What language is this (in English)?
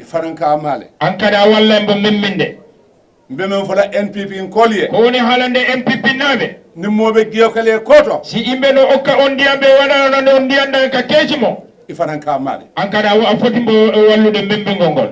Fula